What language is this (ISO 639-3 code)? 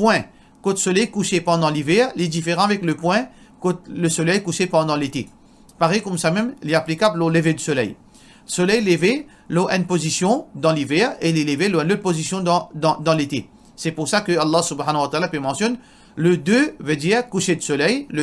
mfe